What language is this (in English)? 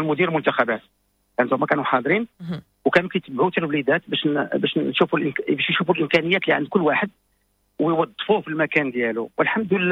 Moroccan Arabic